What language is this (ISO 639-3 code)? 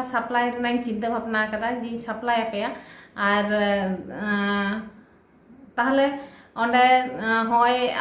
sat